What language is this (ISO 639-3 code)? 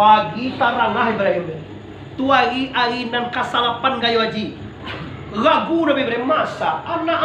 min